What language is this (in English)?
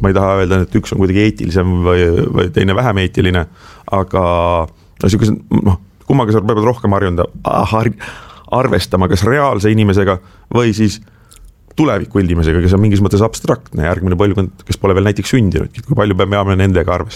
Estonian